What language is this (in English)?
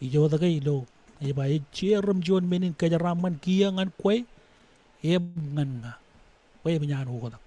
Marshallese